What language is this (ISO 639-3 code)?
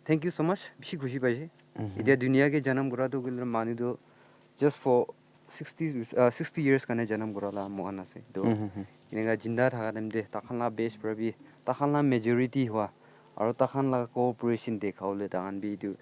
nag